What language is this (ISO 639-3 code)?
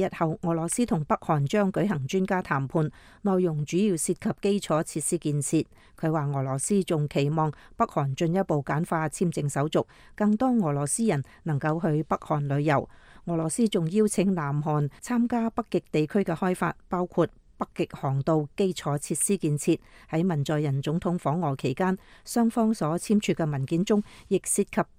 yue